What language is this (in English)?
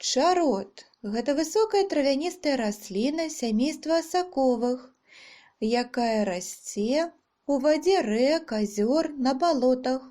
Belarusian